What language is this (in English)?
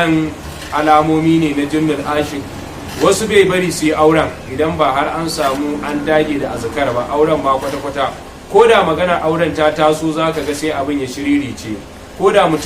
Hausa